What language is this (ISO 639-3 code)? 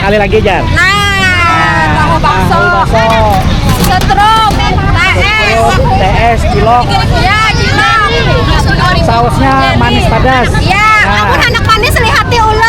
bjn